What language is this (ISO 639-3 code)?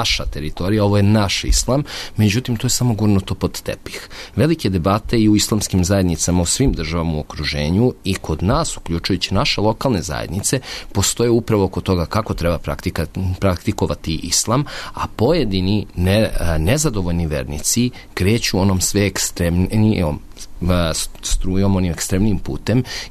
srp